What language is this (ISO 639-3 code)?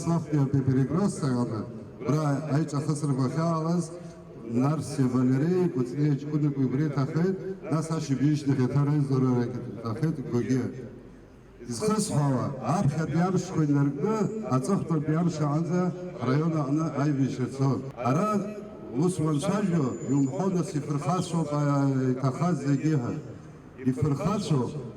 abk